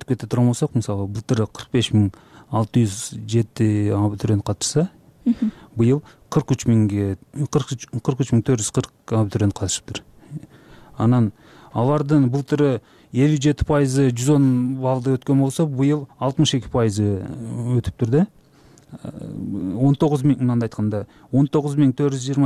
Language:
Kyrgyz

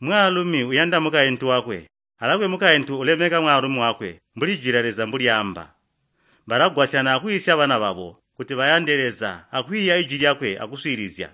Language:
Tonga (Zambia)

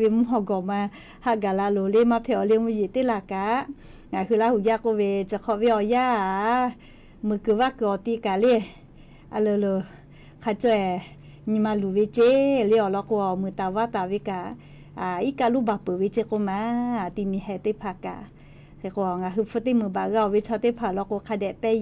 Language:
Lahu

